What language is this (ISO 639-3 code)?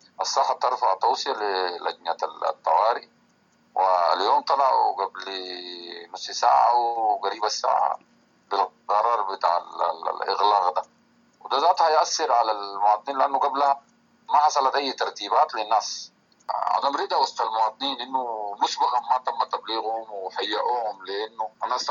apd